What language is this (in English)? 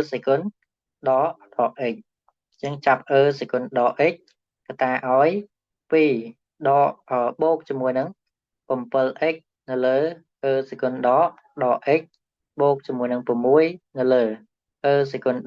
Khmer